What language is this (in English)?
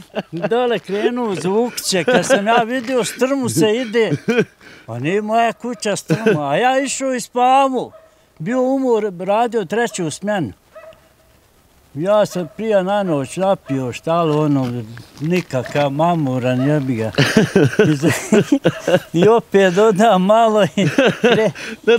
Bosnian